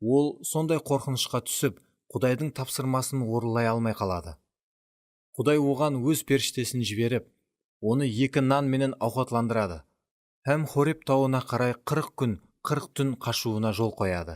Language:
Kara-Kalpak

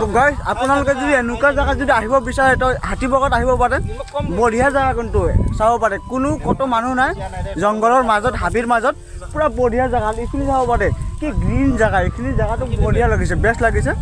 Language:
Assamese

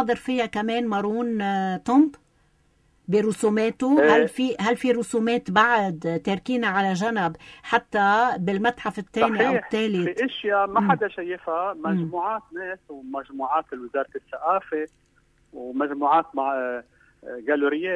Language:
North Levantine Arabic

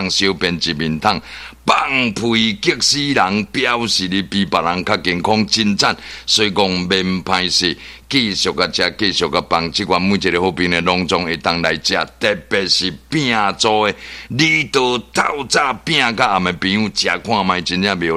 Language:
Min Nan Chinese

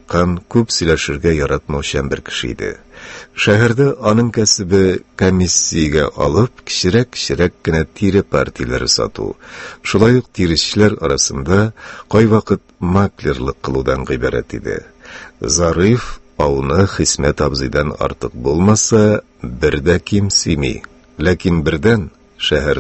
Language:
Tatar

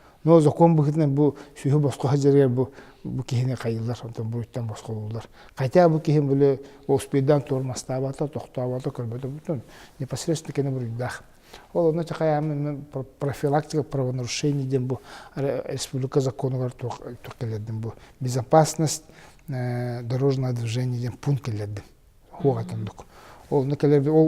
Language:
Yakut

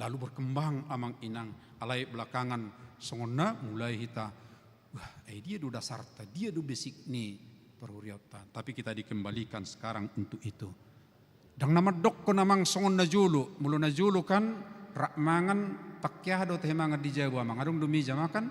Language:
Batak Toba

